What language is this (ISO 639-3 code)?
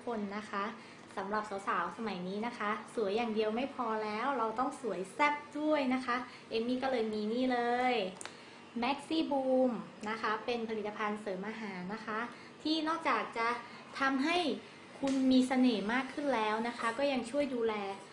tha